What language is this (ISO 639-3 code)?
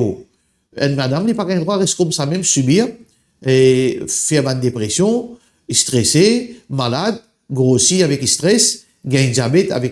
mfe